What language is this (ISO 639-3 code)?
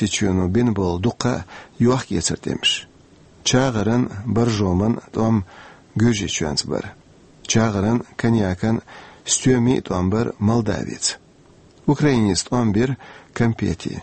che